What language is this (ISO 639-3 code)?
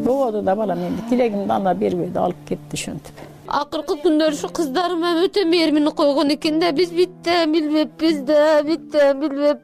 kir